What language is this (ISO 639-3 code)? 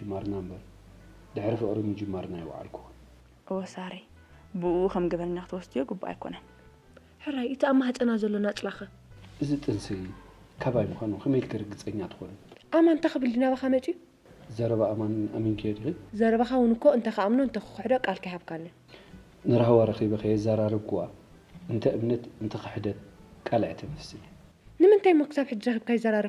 tir